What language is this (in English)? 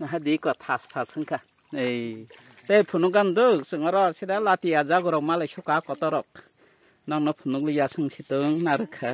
Kok Borok